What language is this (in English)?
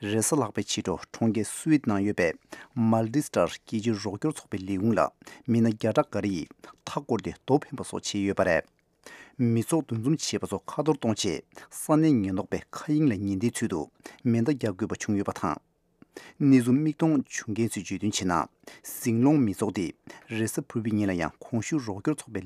Tibetan